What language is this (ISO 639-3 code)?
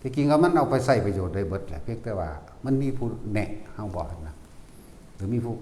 tts